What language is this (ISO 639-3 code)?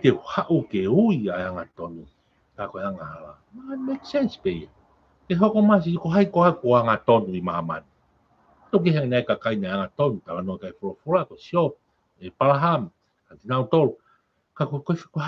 ton